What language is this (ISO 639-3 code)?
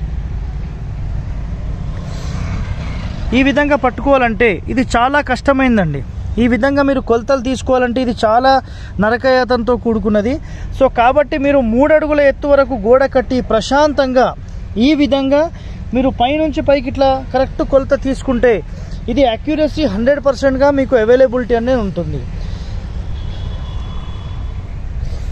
tel